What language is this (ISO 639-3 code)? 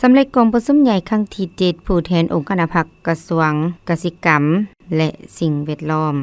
lao